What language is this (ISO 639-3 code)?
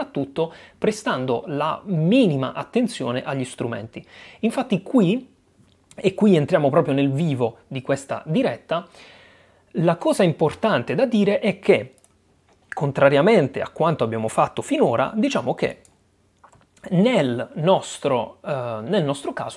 ita